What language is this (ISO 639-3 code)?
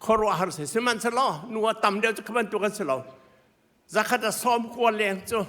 cnh